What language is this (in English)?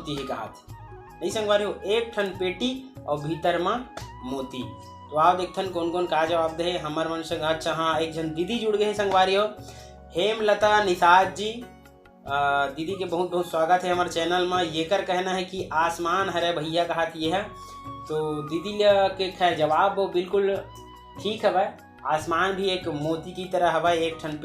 Chhattisgarhi